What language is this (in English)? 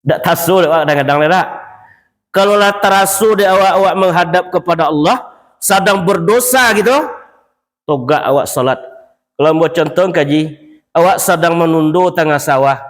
Minangkabau